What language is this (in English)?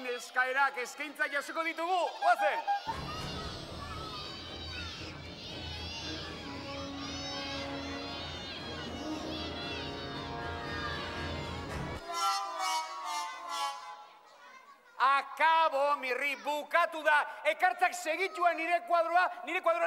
Basque